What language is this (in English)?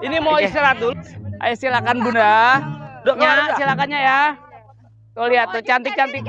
Betawi